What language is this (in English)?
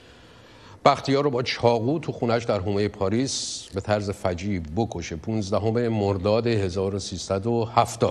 Persian